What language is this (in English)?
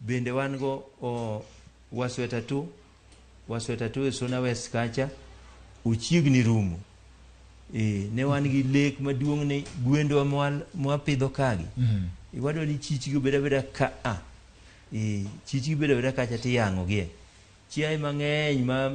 Luo (Kenya and Tanzania)